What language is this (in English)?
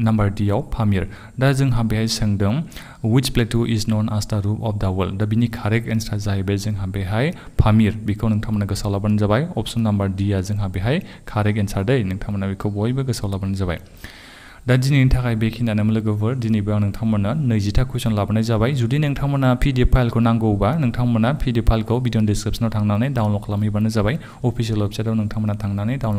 Bodo